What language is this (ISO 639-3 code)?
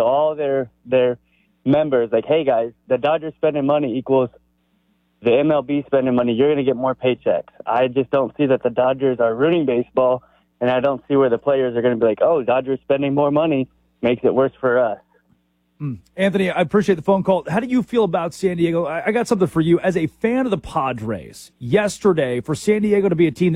eng